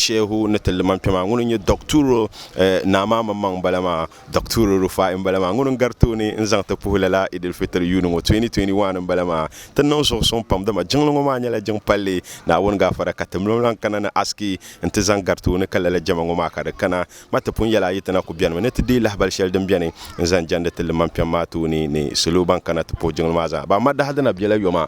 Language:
Dagbani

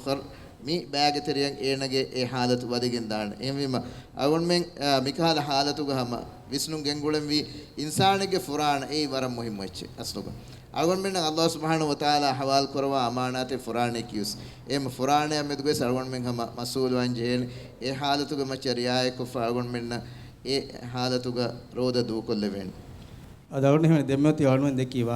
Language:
Divehi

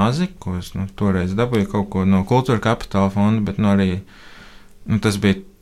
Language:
Latvian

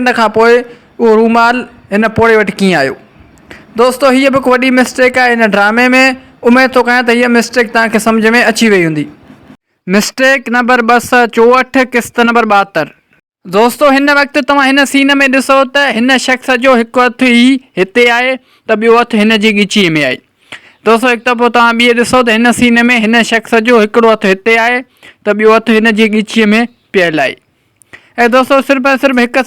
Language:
Sindhi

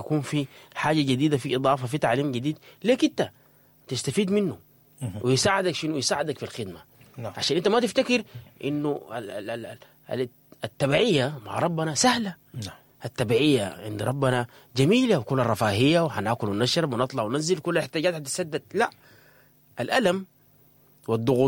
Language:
Sudanese Arabic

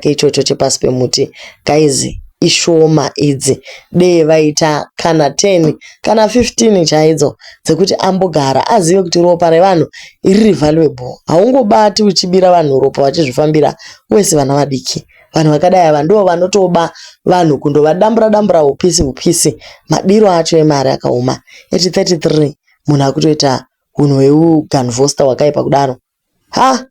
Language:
Shona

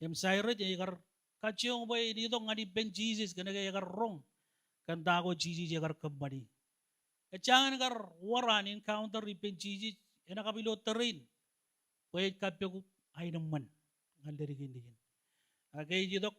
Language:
Marshallese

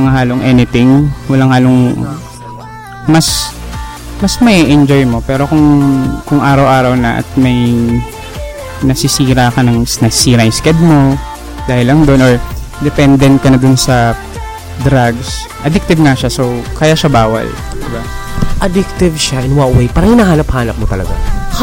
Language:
Filipino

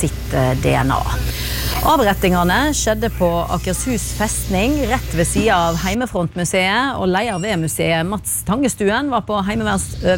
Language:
Norwegian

